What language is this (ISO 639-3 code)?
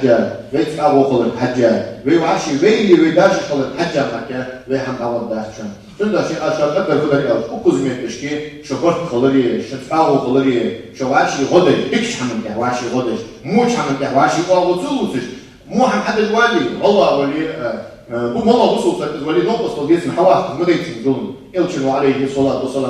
inh